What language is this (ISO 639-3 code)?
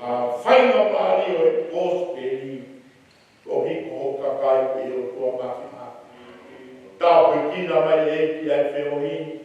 ton